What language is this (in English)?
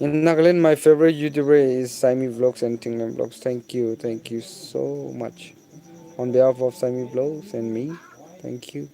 Naga Pidgin